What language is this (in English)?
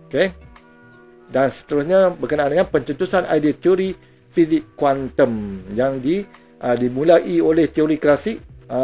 Malay